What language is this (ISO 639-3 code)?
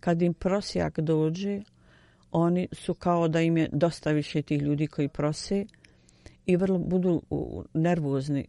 bos